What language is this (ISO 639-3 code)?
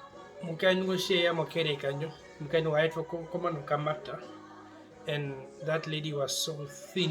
her